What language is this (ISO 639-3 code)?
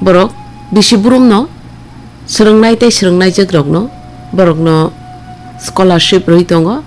trp